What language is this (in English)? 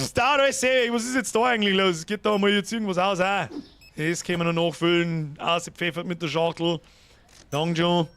Bavarian